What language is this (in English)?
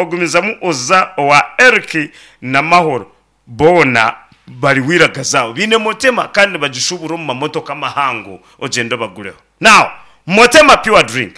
Nyankole